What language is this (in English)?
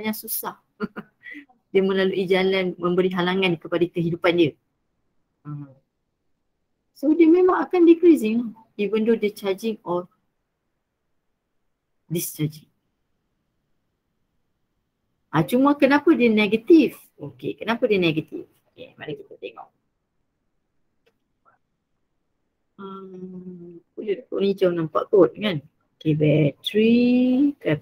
Malay